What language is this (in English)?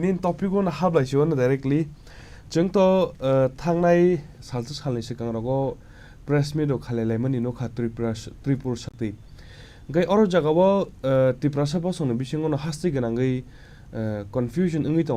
Kok Borok